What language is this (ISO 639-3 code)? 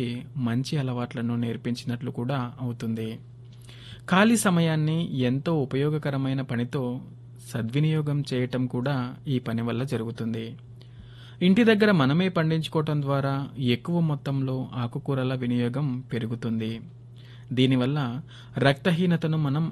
tel